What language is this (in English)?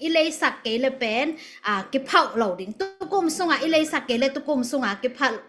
Tedim Chin